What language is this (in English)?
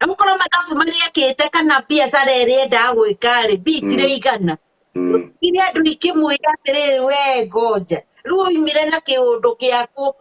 Kikuyu